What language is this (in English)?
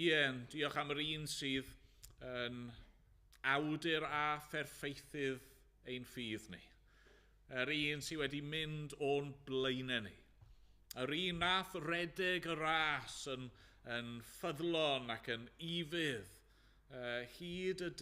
Welsh